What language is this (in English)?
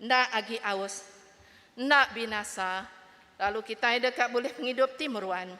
Iban